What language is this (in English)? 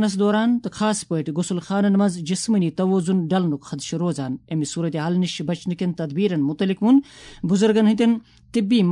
Kashmiri